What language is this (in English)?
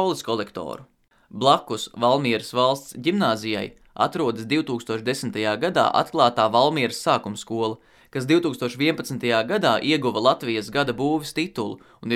Latvian